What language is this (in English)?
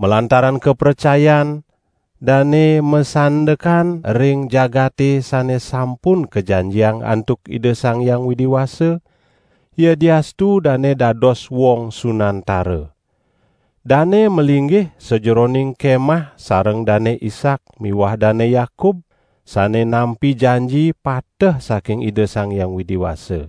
Balinese